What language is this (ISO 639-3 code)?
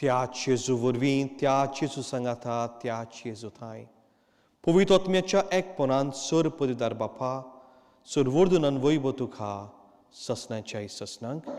kok